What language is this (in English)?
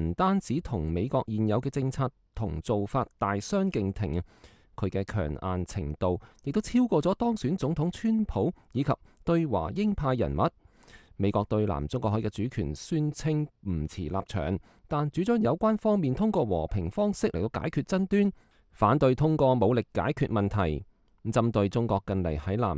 Cantonese